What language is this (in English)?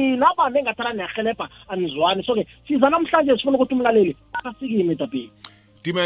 South Ndebele